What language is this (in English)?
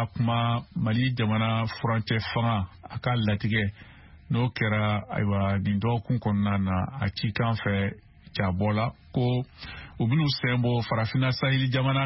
Bambara